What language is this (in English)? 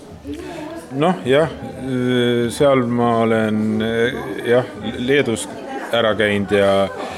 Estonian